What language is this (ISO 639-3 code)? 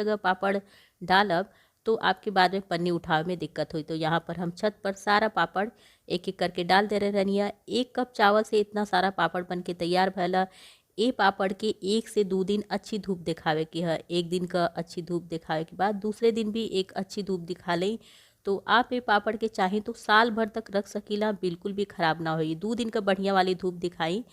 bho